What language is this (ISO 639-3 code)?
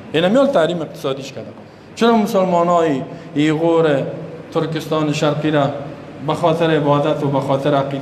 fas